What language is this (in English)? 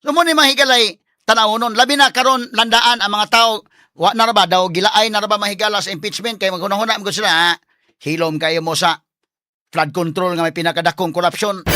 Cebuano